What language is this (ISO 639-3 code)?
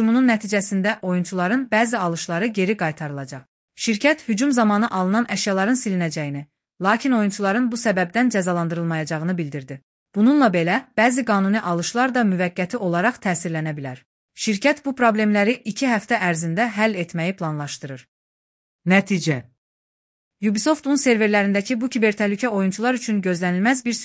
aze